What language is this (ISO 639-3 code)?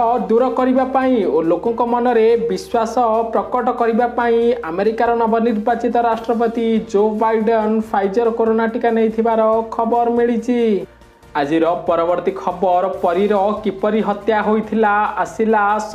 ori